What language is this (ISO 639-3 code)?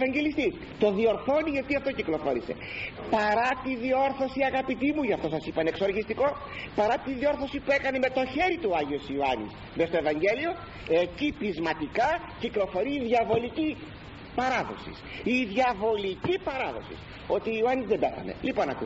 ell